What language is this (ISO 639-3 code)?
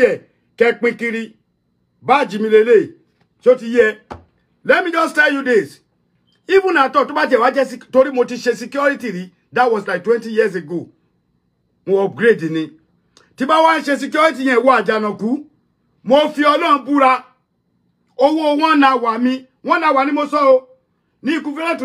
yor